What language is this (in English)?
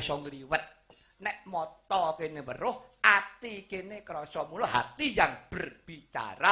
Javanese